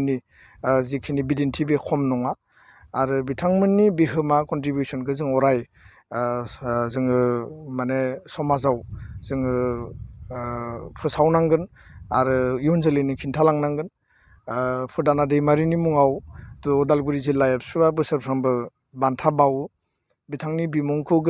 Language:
Bodo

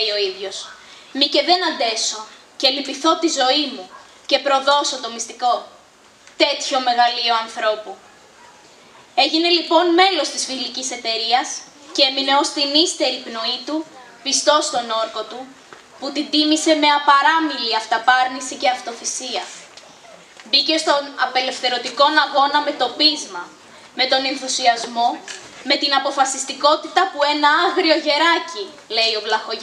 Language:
Greek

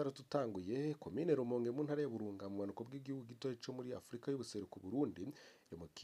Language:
Rundi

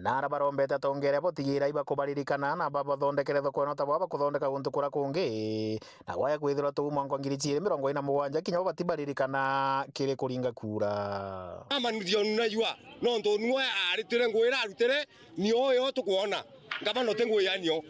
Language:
Meru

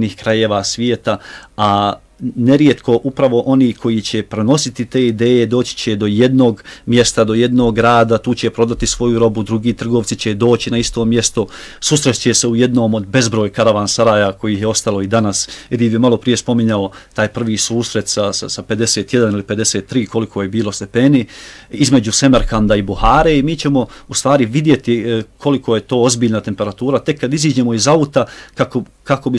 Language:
Bosnian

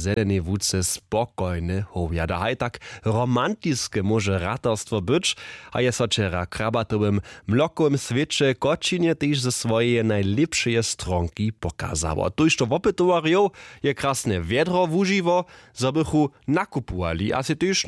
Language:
Upper Sorbian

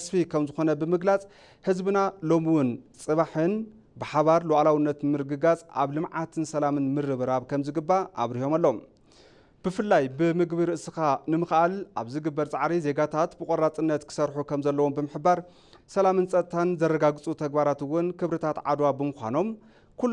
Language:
Tigrinya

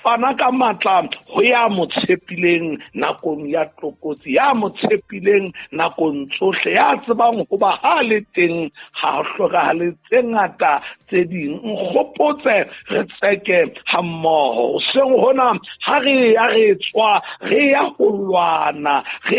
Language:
Southern Sotho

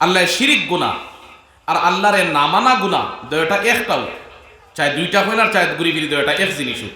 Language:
Sylheti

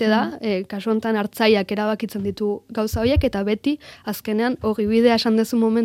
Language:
Basque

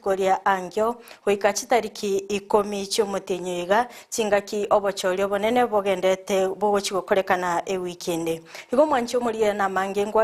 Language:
Gusii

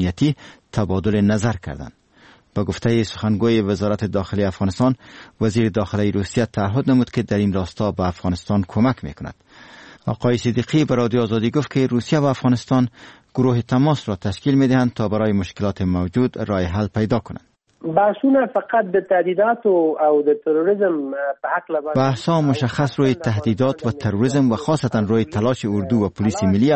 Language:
Persian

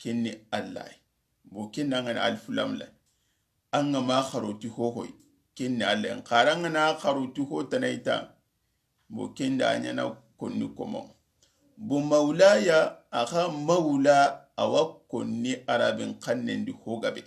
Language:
Soninke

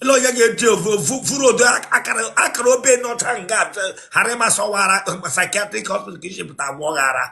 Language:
Igbo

